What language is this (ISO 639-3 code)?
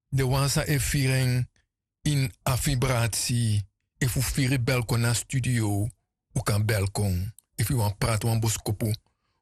srn